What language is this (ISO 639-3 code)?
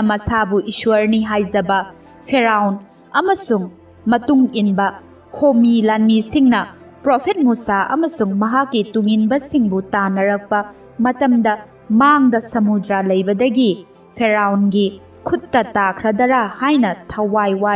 mni